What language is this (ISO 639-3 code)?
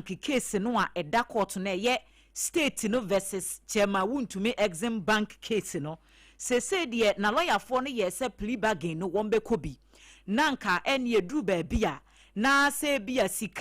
aka